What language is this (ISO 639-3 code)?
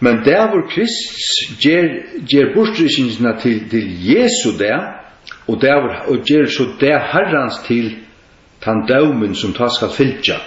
fao